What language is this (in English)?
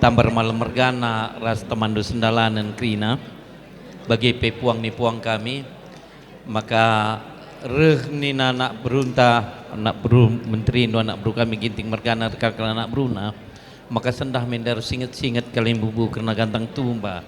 Batak Karo